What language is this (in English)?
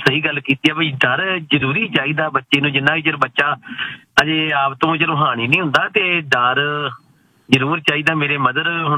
Punjabi